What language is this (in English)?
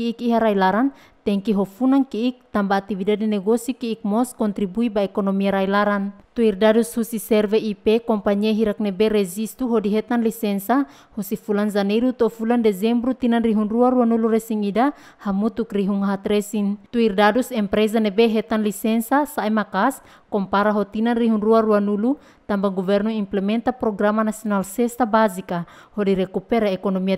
Tetum